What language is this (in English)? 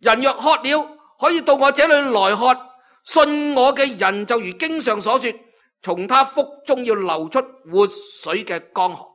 Cantonese